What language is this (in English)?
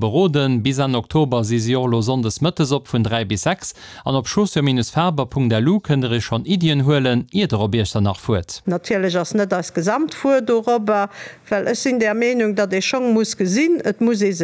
Luxembourgish